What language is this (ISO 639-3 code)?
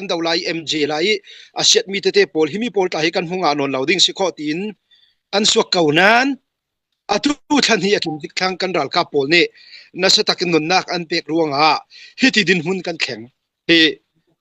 cfm